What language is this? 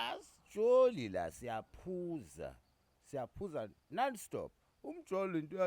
Zulu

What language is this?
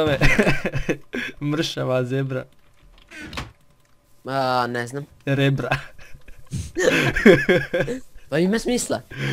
Croatian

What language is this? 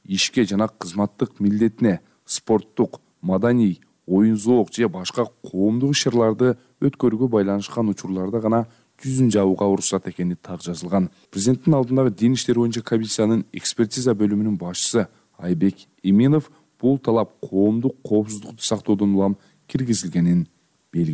Kyrgyz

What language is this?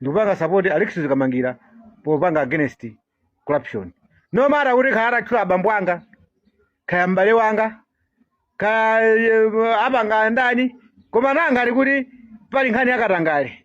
Nyanja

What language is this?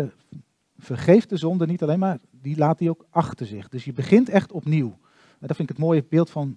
Dutch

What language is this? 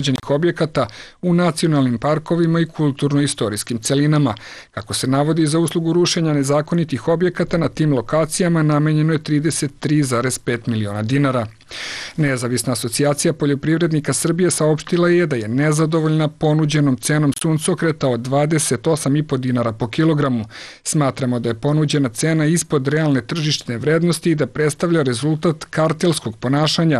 Serbian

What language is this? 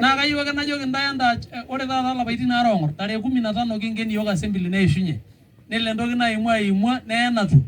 Masai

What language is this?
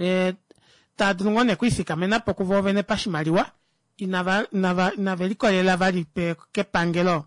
Kuanyama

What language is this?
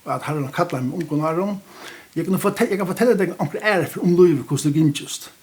Faroese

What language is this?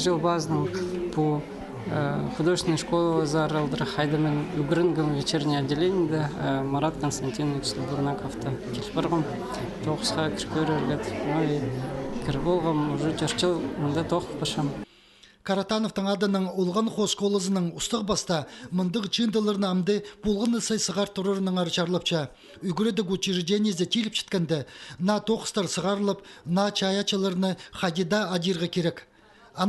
Khakas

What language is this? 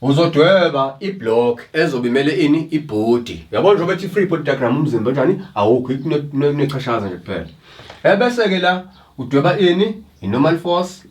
Zulu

